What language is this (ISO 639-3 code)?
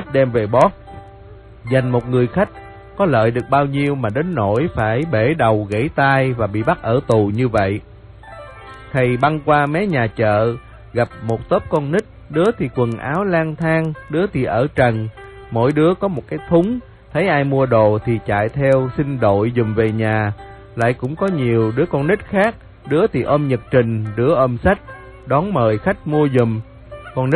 vie